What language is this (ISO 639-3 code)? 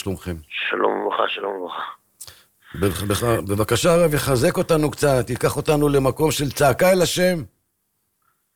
heb